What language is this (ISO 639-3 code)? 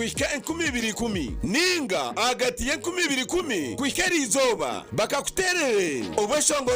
nyn